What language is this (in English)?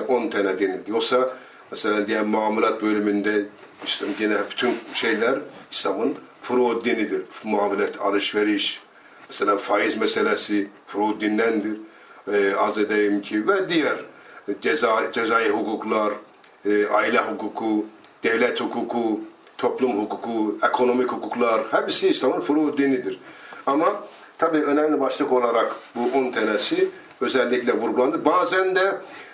Turkish